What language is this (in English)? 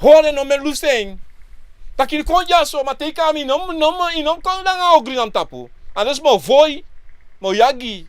Sranan Tongo